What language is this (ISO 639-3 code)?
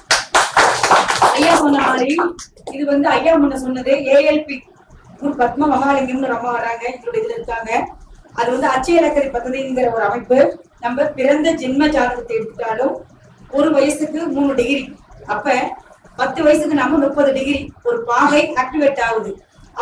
tam